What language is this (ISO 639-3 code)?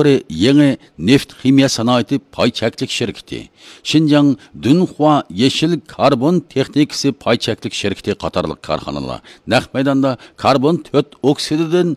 uig